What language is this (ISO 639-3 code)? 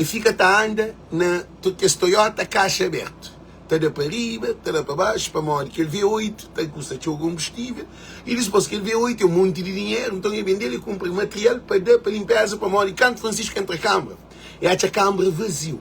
kea